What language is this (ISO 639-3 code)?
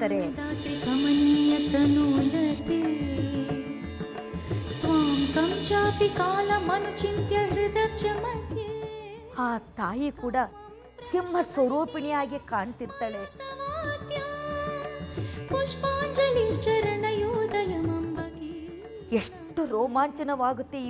kan